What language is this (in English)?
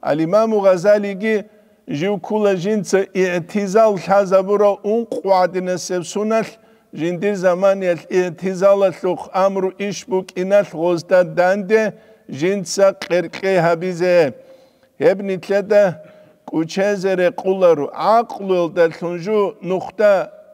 Avaric